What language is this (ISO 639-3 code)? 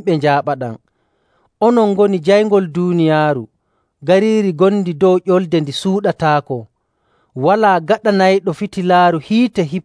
fuv